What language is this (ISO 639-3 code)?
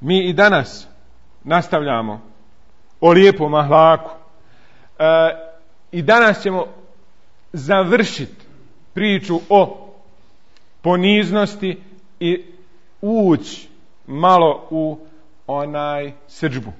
bos